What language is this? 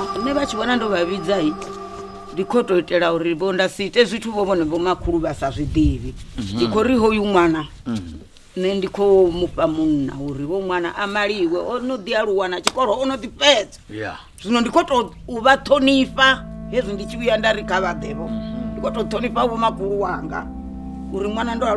Venda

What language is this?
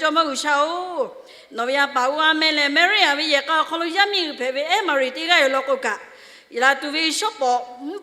Lahu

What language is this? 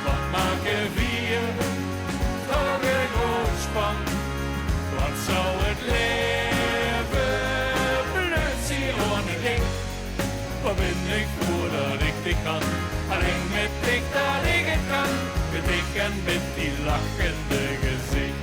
Limburgish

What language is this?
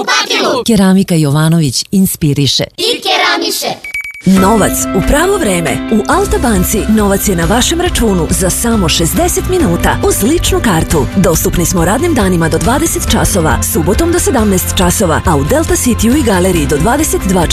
Serbian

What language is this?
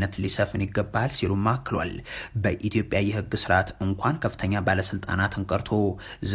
Amharic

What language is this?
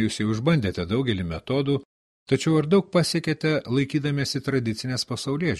Lithuanian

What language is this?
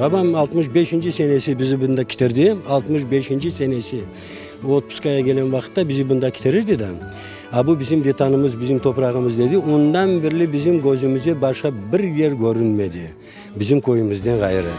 Crimean Tatar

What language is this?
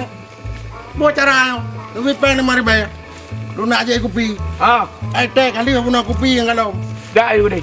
Achinese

